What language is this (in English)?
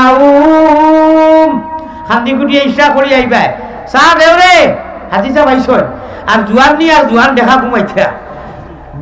Sylheti